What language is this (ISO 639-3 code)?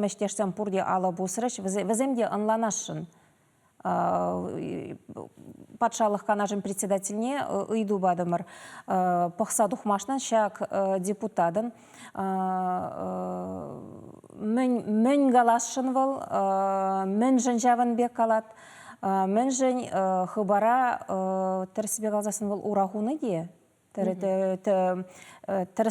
chv